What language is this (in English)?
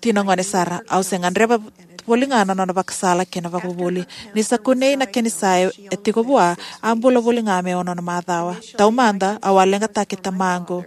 Fijian